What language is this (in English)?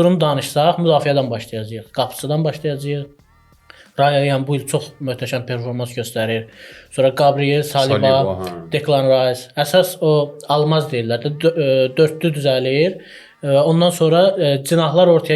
Azerbaijani